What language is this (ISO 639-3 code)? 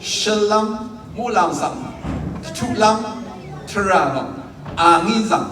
raw